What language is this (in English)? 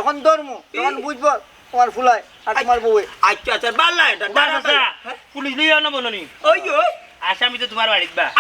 Sylheti